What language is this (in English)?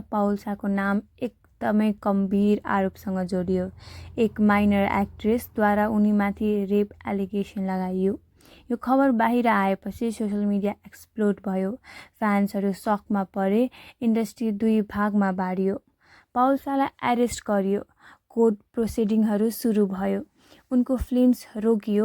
Nepali